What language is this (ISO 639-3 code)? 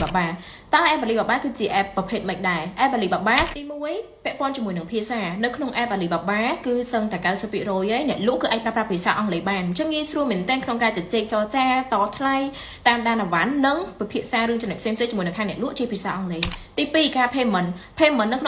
khm